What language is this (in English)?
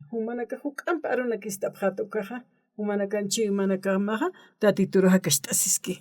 Aymara